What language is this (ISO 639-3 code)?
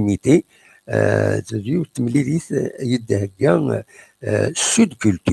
kab